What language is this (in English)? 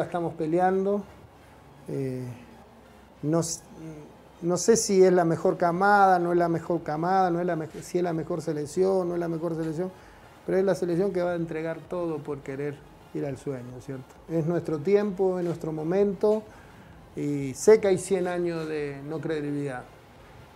Spanish